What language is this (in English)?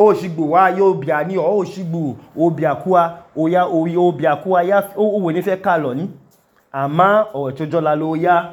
Idoma